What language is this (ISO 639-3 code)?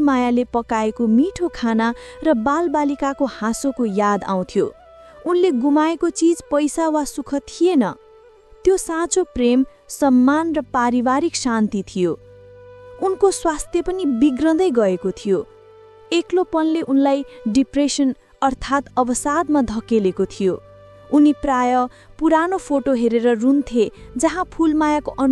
nep